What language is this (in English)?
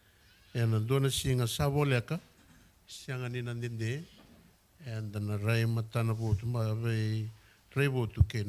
Fijian